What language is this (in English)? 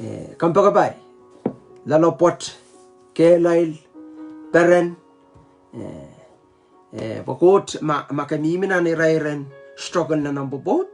Pohnpeian